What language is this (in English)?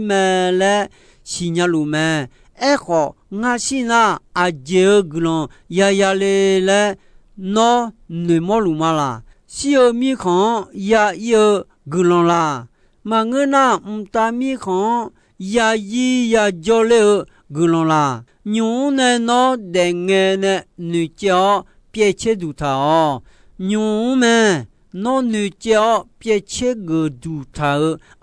Akha